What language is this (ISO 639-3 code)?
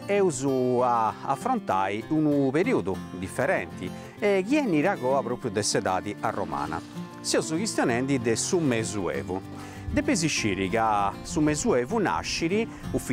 srd